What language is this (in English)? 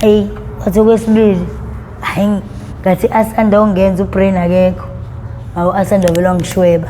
Zulu